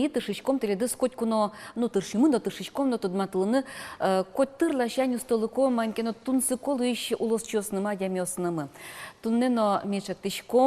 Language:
Udmurt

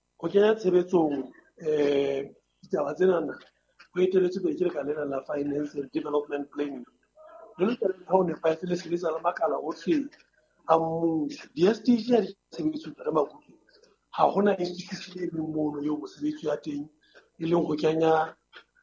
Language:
Southern Sotho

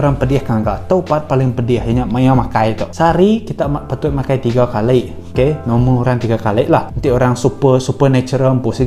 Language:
Iban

